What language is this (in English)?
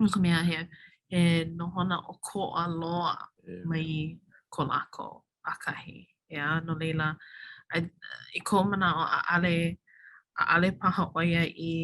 Hawaiian